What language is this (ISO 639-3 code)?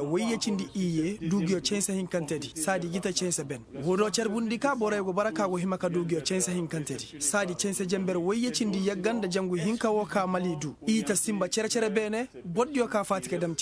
ses